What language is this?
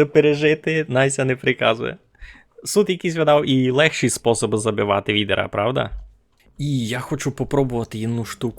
Rusyn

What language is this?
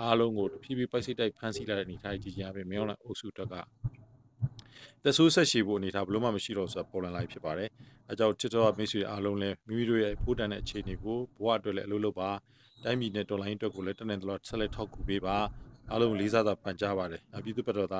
Burmese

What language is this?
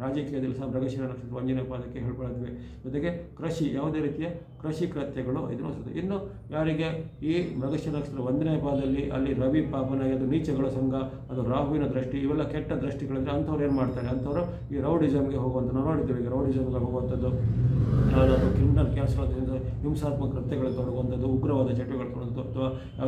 Kannada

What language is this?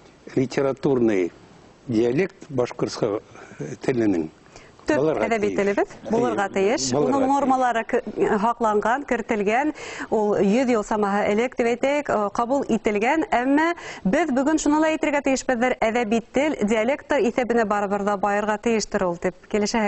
Bashkir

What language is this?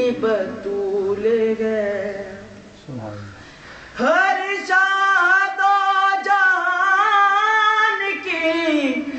Urdu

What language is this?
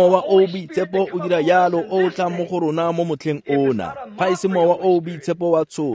Tswana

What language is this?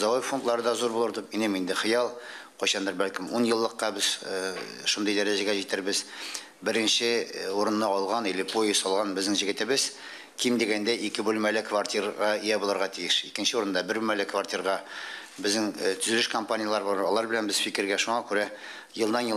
Tatar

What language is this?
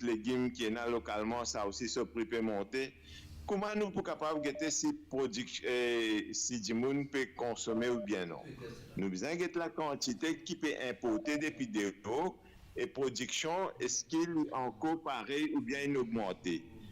Morisyen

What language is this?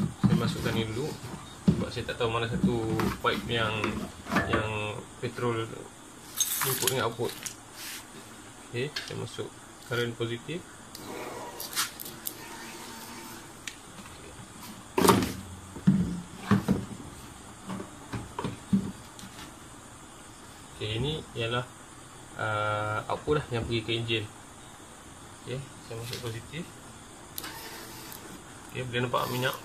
Malay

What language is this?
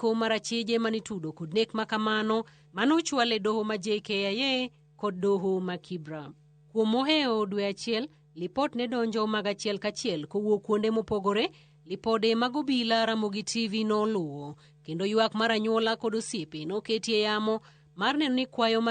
Luo (Kenya and Tanzania)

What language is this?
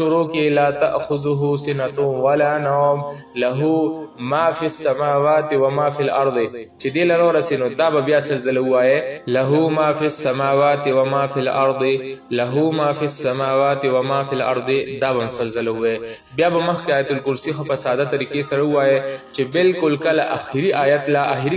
Pashto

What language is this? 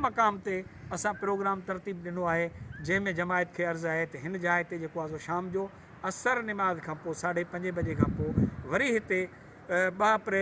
Sindhi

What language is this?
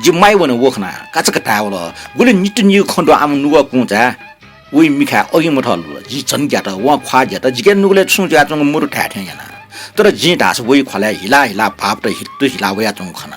Newari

